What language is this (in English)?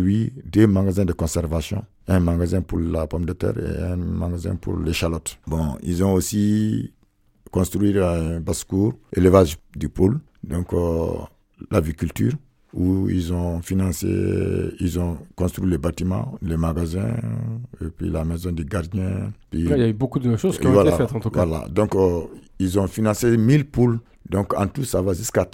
French